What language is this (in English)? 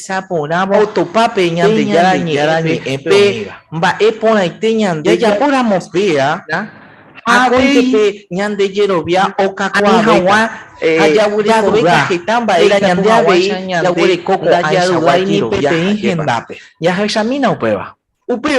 Guarani